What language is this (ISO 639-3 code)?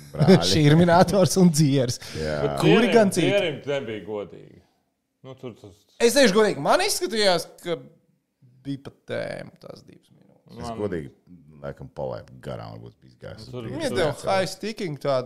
lav